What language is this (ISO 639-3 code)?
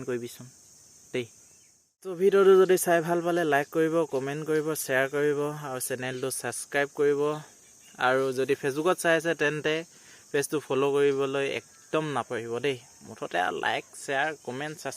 asm